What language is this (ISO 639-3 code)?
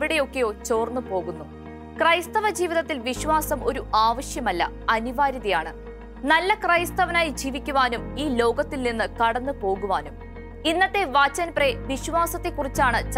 mal